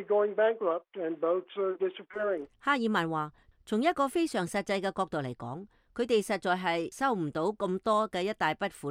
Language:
Cantonese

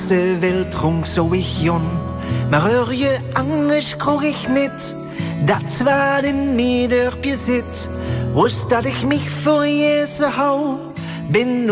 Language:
Limburgish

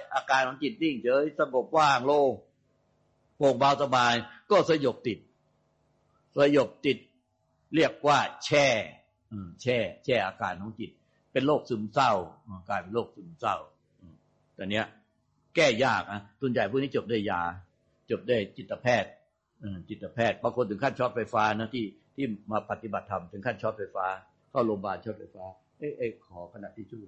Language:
Thai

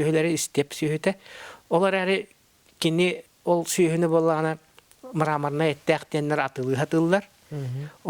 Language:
Yakut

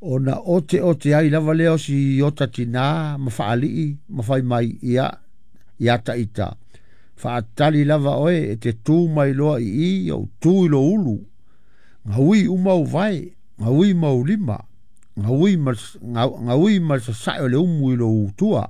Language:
Samoan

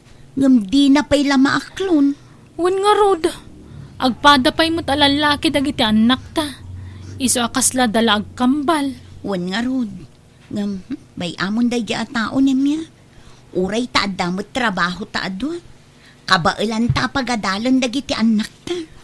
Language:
Iloko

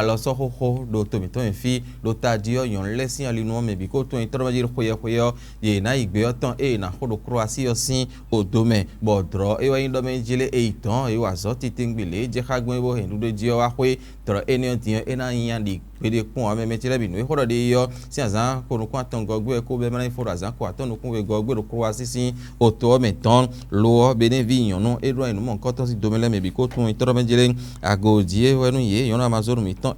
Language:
Fon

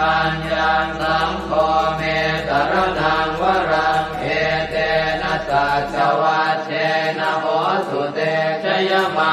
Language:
Pali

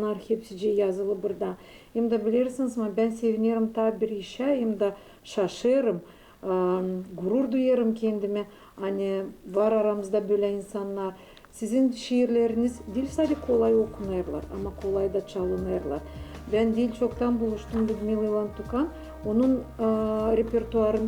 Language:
Gagauz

